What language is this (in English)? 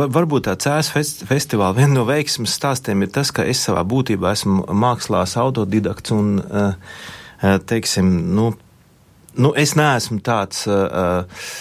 Latvian